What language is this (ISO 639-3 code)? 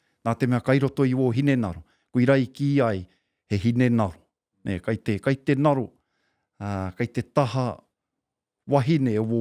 mri